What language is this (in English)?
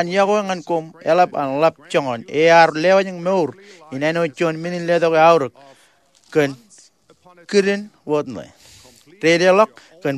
Marshallese